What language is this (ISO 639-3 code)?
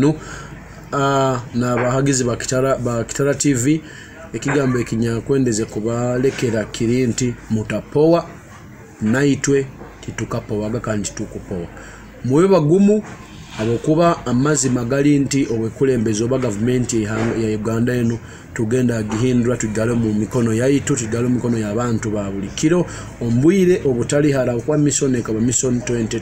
nyo